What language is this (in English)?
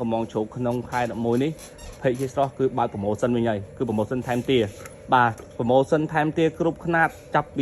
Khmer